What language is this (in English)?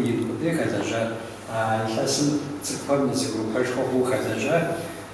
Kabardian